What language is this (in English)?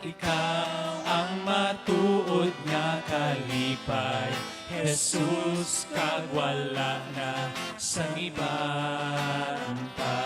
Hiligaynon